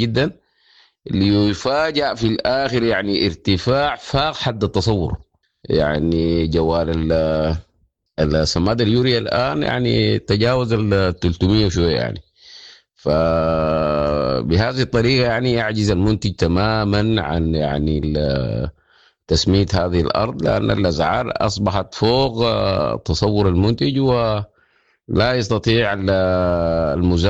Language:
Sudanese Arabic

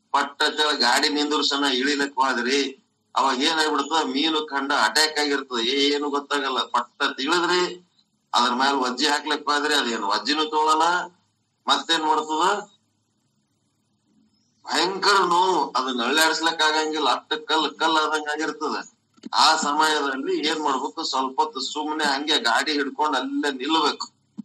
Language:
Kannada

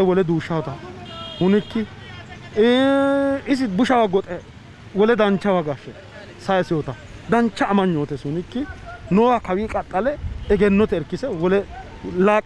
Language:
Sidamo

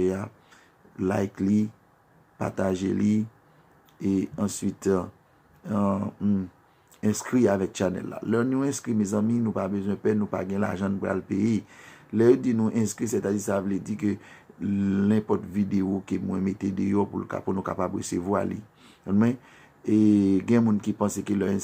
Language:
Haitian Creole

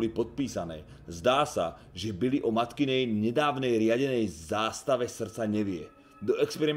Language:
Slovak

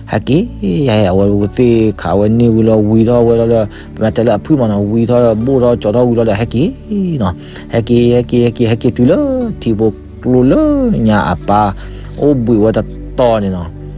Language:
S'gaw Karen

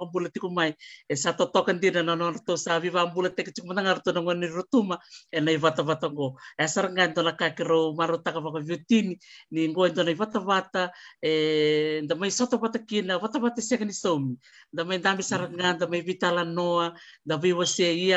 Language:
Fijian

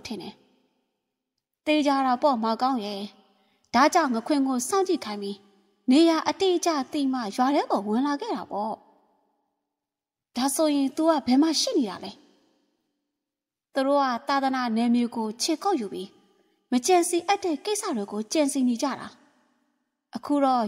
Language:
Burmese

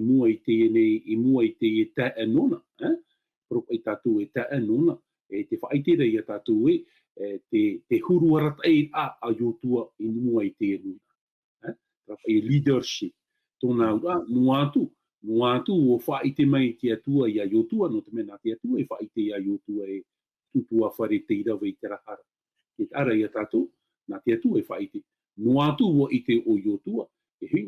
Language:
Tahitian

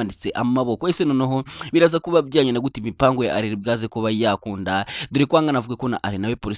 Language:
Kinyarwanda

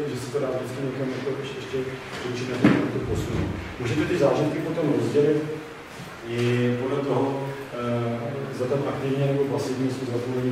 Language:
Czech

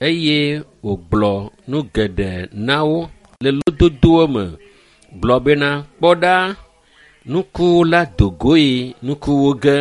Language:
Ewe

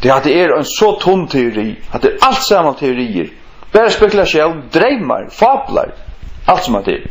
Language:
Faroese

